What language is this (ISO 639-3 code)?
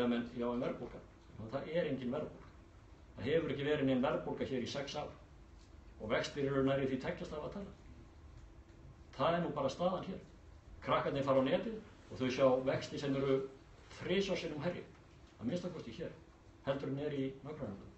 isl